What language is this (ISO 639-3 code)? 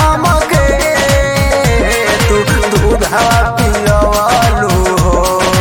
bho